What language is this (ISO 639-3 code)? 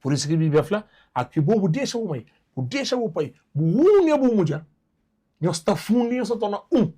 kea